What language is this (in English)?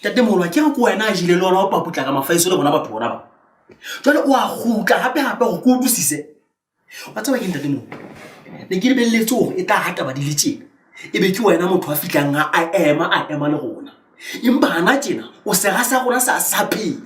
Southern Sotho